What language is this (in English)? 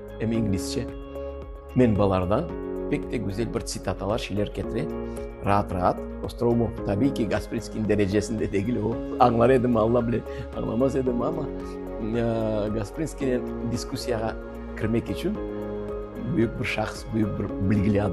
Crimean Tatar